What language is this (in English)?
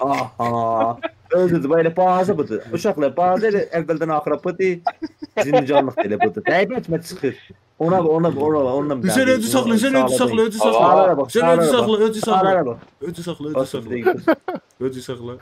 South Azerbaijani